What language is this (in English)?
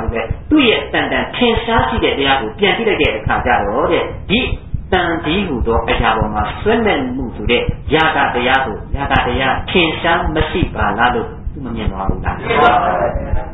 Burmese